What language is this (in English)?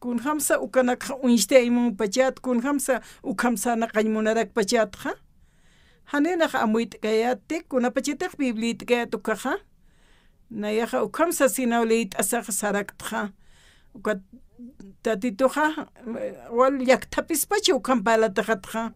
Aymara